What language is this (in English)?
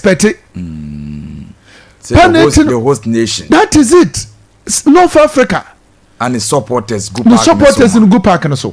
Akan